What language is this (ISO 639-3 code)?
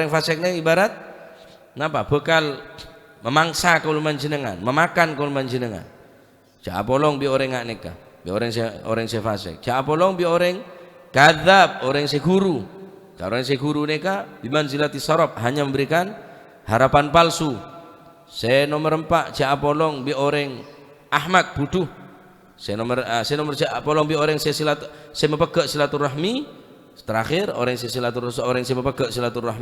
mad